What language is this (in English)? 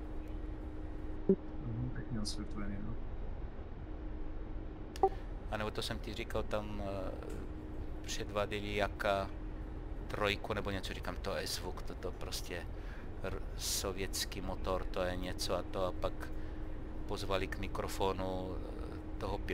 Czech